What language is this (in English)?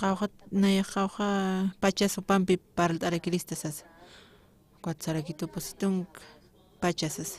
Aymara